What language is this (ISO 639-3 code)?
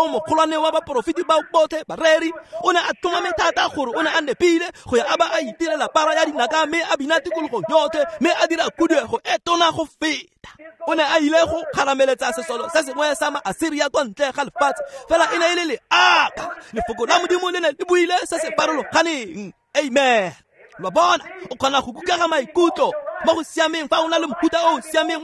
tsn